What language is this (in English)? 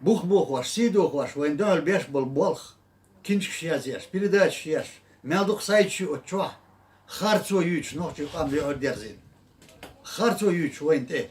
Chechen